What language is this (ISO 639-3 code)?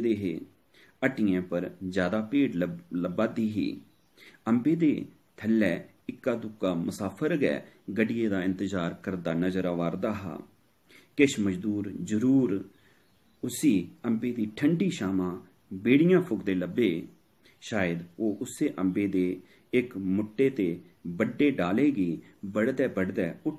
doi